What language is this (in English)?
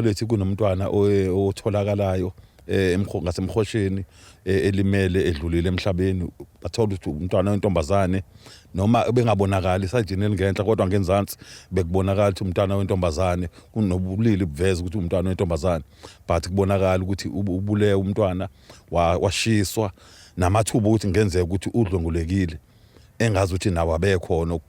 Zulu